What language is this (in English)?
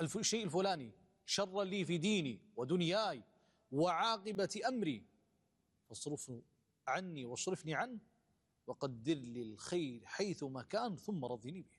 Gulf Arabic